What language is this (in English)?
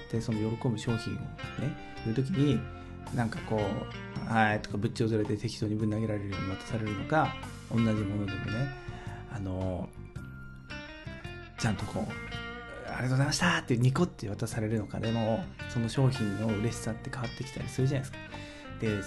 Japanese